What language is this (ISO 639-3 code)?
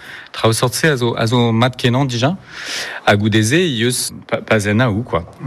bre